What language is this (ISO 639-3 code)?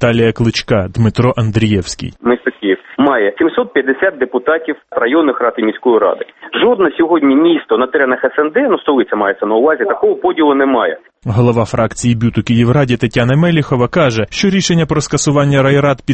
ukr